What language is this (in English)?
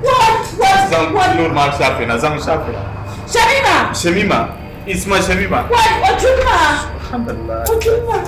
Dagbani